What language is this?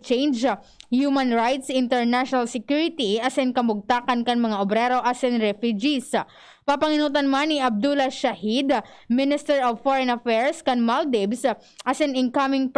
Bikol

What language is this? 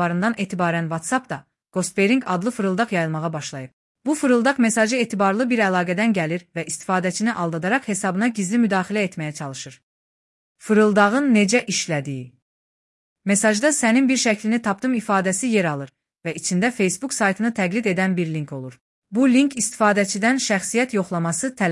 Azerbaijani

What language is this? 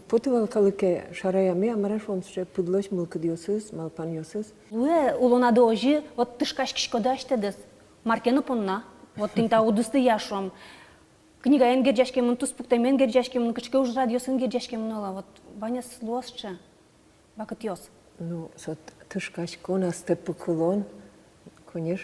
Udmurt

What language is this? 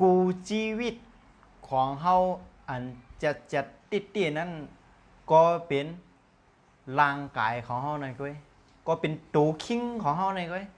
Shan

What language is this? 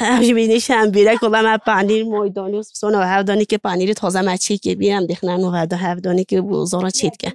Kurdish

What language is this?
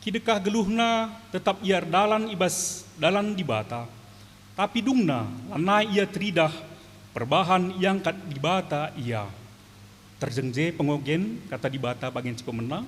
Batak Karo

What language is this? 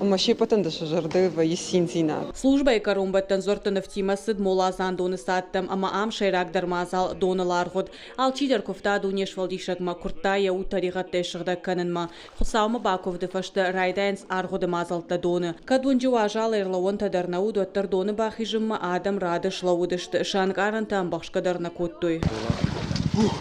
Ossetic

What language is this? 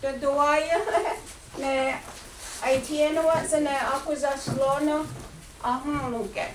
Mohawk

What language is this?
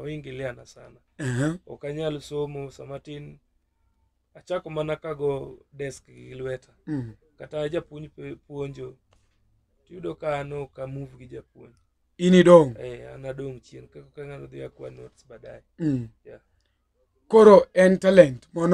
Luo (Kenya and Tanzania)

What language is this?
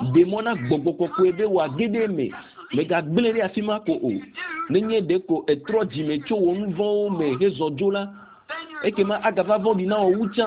Ewe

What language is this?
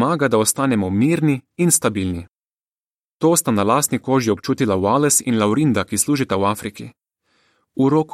Slovenian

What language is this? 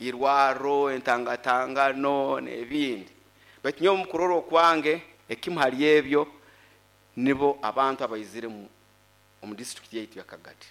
Nyoro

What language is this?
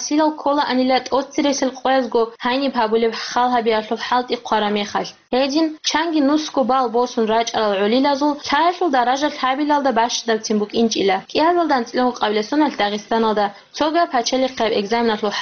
Avaric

